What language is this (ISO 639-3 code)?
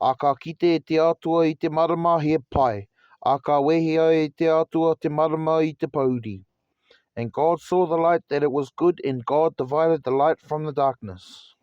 mri